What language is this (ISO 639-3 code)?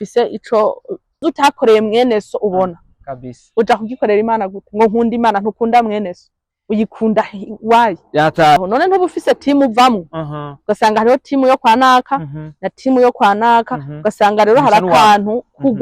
run